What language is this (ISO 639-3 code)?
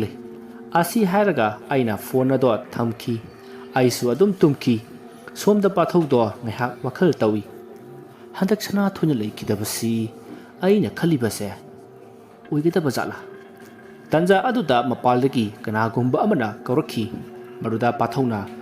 mni